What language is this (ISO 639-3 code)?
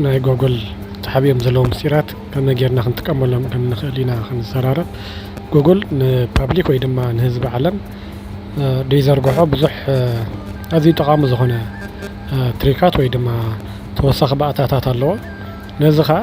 tir